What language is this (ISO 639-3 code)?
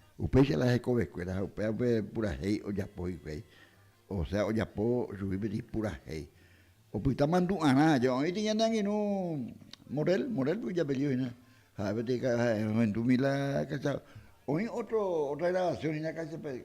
grn